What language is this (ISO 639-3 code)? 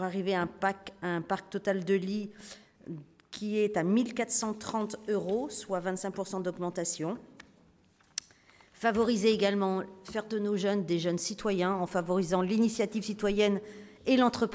fra